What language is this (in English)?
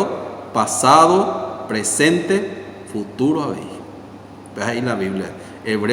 Guarani